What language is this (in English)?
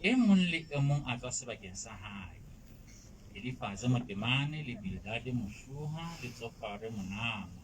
Southern Sotho